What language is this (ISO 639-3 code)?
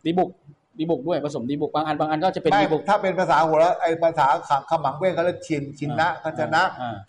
tha